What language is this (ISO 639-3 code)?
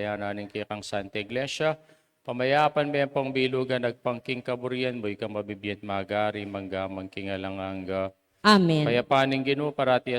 pam